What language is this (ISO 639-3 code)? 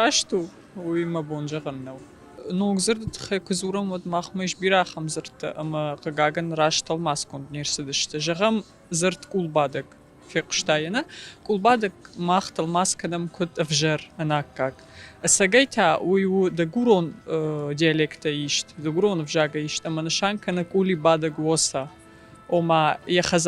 oss